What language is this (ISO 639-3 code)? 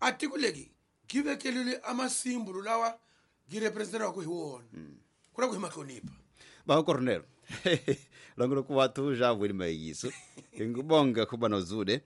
tso